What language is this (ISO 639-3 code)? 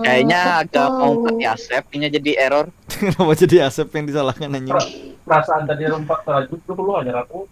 bjn